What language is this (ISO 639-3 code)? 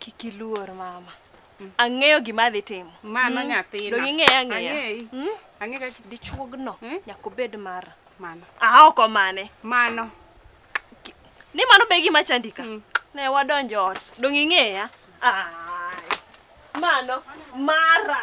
luo